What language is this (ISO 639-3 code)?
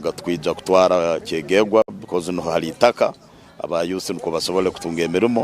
nyn